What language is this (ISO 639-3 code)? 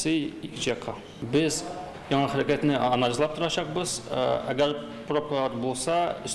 tat